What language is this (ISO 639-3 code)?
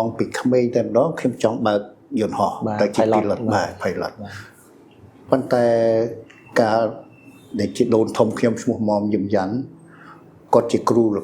khm